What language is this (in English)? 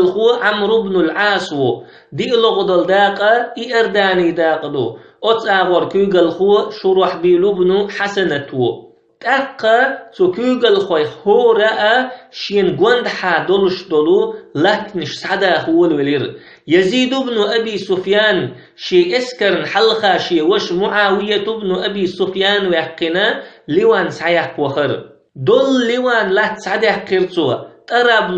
Chechen